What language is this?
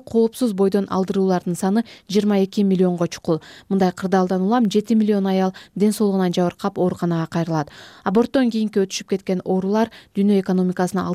Kyrgyz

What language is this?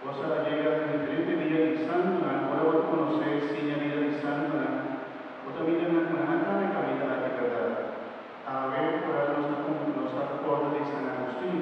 Papiamento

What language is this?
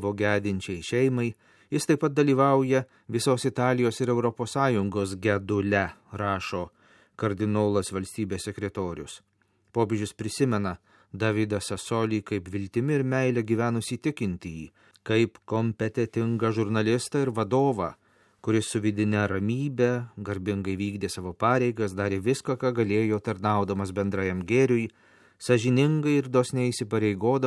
Lithuanian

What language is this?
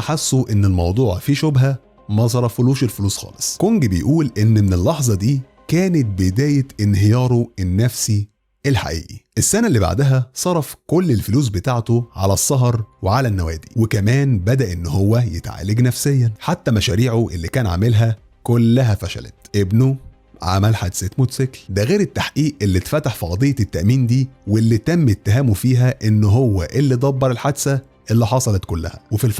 Egyptian Arabic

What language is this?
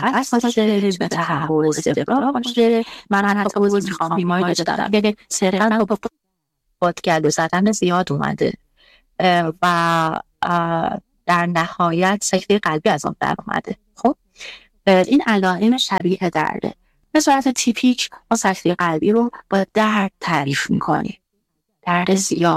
Persian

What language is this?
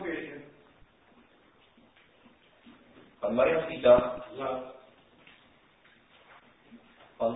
Polish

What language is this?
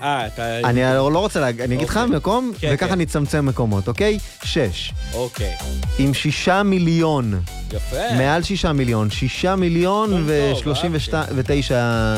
Hebrew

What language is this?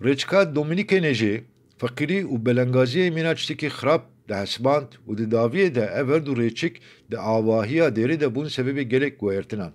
Kurdish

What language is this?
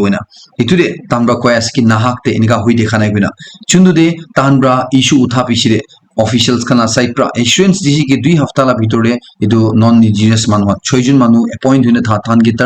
Naga Pidgin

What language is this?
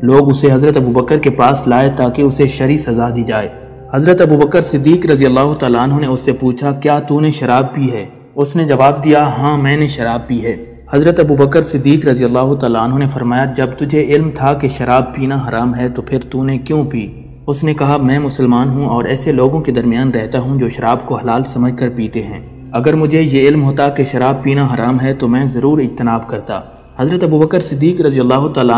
Urdu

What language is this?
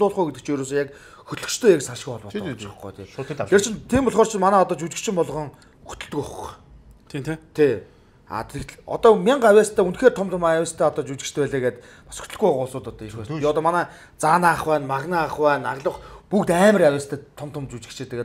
Mongolian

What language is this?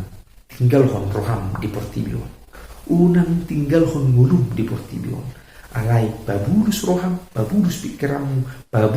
Batak Toba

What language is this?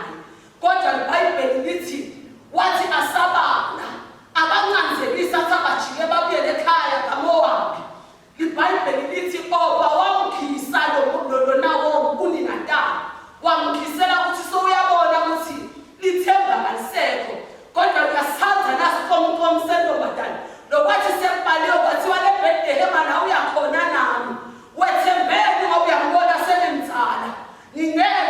Swati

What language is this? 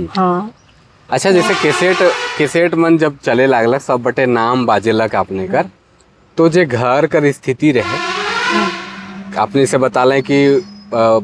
Sadri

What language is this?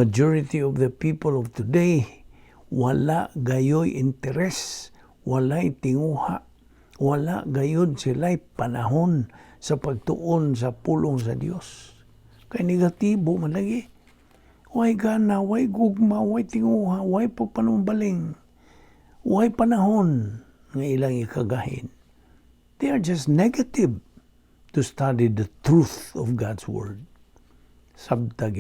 Cebuano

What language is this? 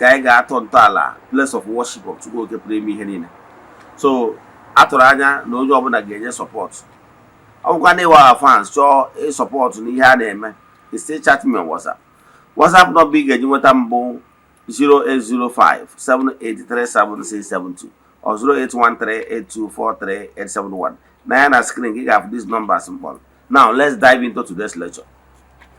Igbo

